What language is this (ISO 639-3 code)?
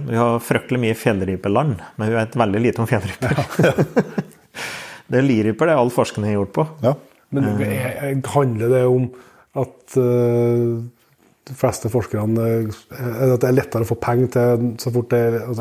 nor